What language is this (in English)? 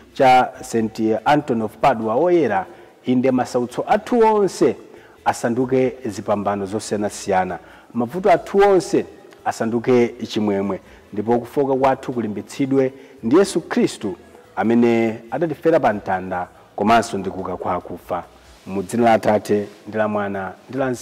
Nyanja